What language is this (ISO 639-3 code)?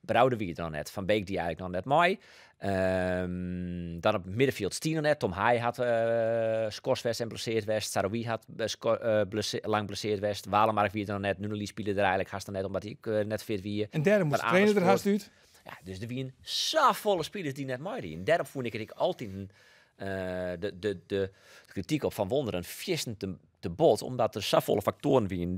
fry